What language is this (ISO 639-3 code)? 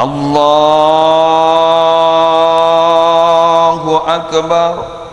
mad